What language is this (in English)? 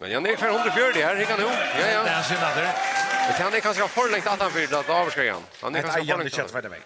Faroese